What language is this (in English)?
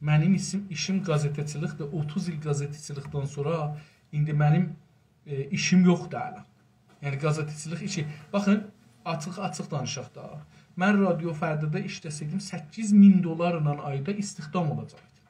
South Azerbaijani